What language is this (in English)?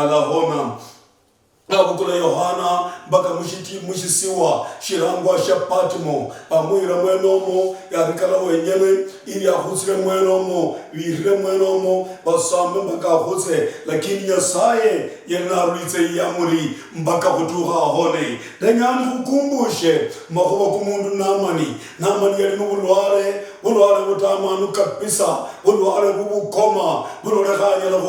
Luyia